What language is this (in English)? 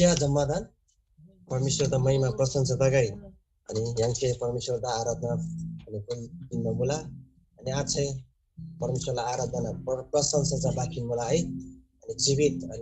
Eastern Tamang